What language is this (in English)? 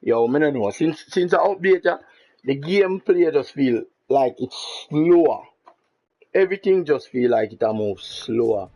Jamaican Creole English